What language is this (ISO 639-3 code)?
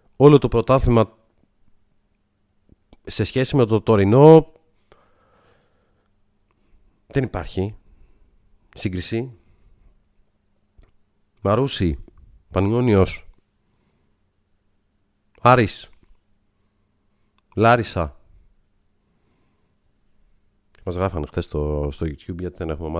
ell